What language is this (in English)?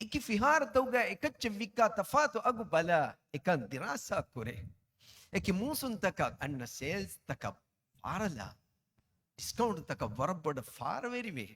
Divehi